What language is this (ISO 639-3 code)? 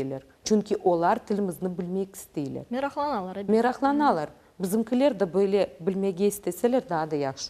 crh